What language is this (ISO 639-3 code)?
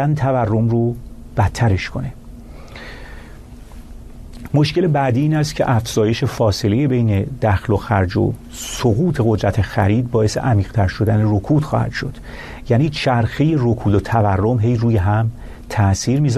fas